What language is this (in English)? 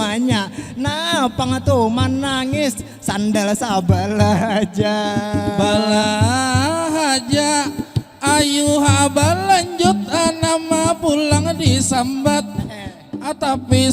Banjar